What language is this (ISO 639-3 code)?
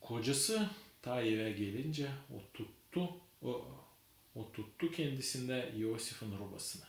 gag